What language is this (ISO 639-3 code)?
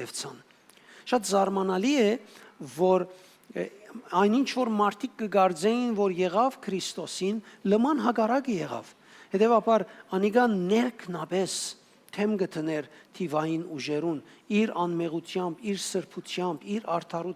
hyw